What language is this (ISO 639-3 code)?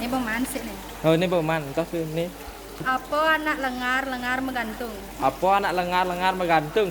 ban